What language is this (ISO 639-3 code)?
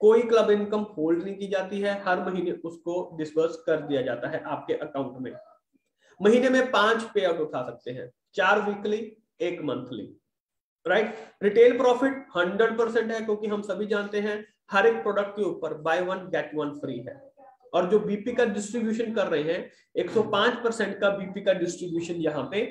hin